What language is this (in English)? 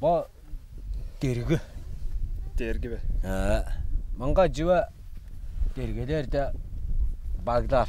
Tuvinian